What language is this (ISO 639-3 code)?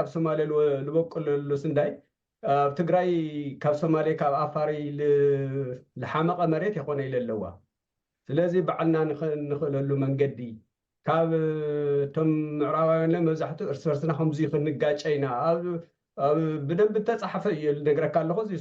tir